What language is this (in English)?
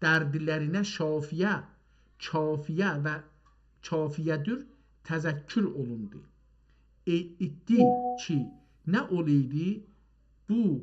South Azerbaijani